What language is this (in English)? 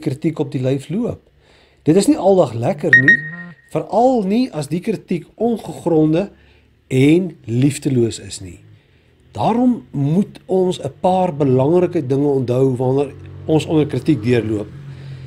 Afrikaans